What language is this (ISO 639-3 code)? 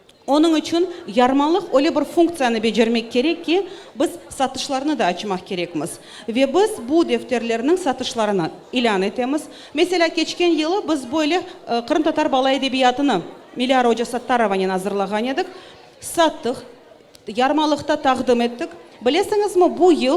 crh